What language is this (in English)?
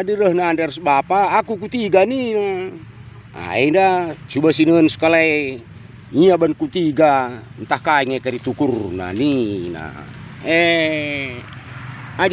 Batak Karo